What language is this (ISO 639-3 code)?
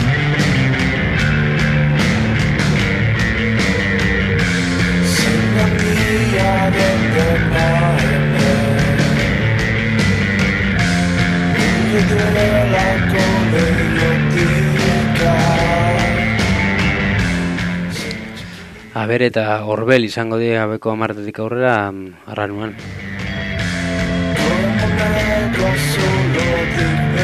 eus